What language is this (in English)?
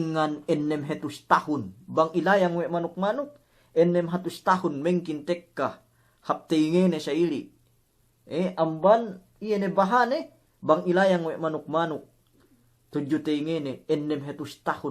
Yakan